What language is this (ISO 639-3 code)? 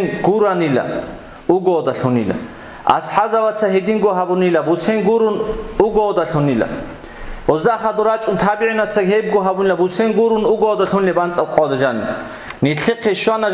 ava